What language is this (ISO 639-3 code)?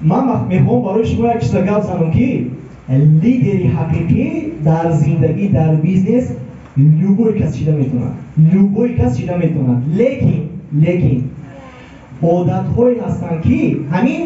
tgk